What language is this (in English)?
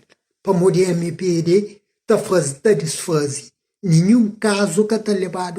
Kabuverdianu